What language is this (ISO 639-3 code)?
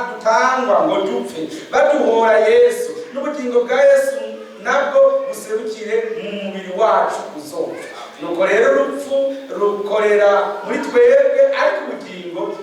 run